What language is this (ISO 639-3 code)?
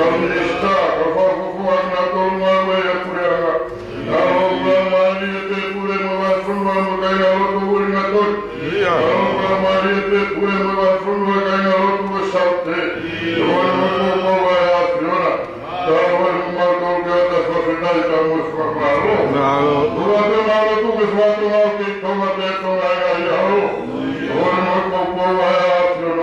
ton